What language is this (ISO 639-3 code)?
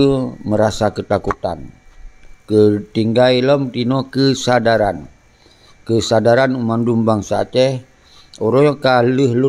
ace